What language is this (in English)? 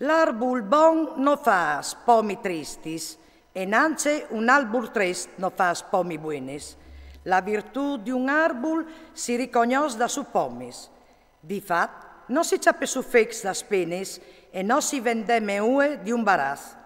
Friulian